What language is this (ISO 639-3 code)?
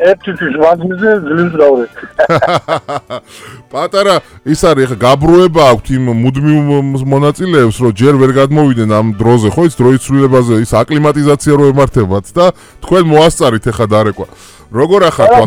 kat